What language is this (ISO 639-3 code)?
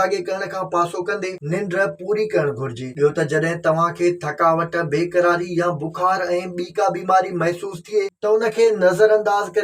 snd